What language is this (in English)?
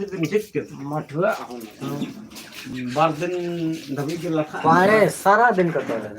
Santali